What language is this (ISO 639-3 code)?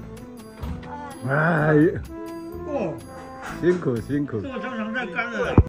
zho